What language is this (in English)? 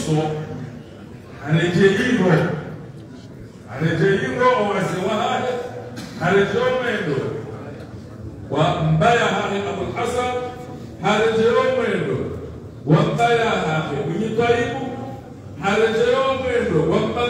Swahili